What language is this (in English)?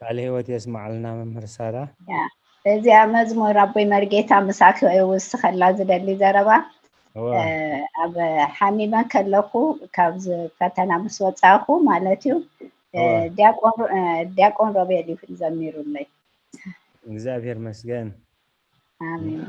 Tigrinya